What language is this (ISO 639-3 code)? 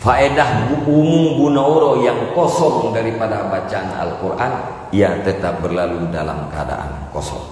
ace